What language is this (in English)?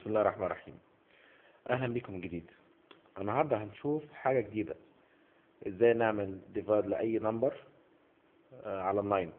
Egyptian Arabic